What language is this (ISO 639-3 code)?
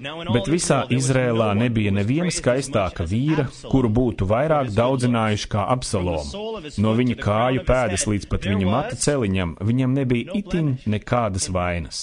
lav